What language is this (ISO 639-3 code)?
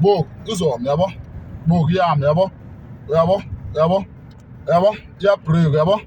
zul